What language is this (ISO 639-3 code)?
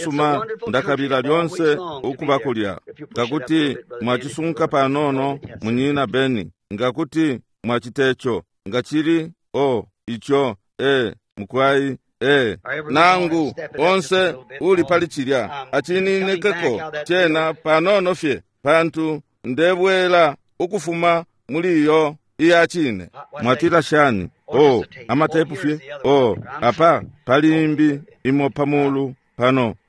bem